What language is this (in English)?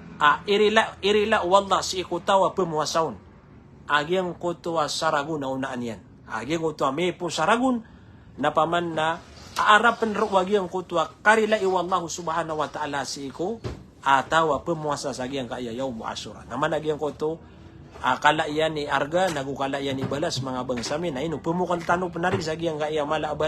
Maranao